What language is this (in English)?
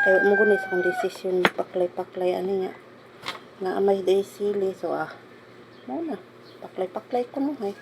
Cebuano